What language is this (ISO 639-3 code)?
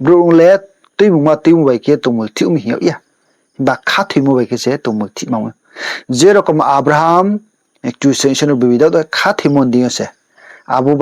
ria